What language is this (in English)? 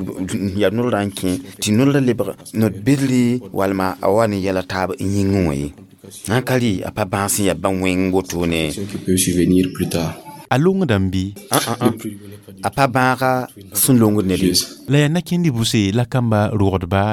Mossi